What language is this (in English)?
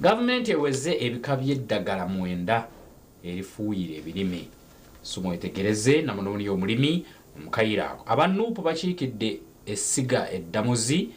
Nyankole